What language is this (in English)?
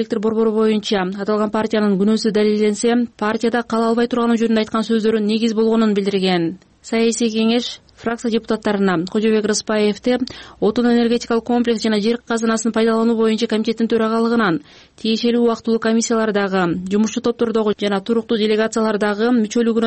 Kyrgyz